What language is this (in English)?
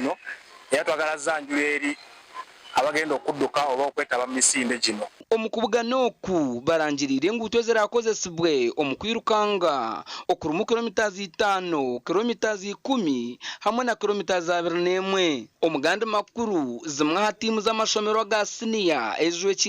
Nyankole